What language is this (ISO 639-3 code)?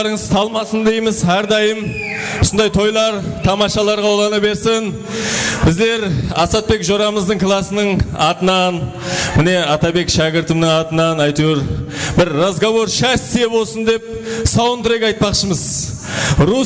kaa